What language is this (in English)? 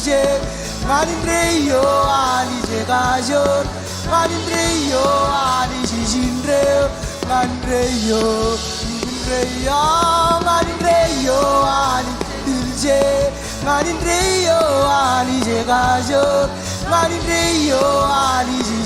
Marshallese